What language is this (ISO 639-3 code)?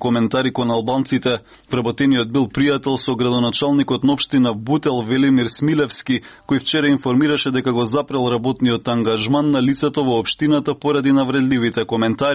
mkd